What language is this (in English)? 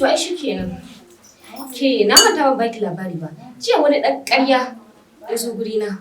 Hausa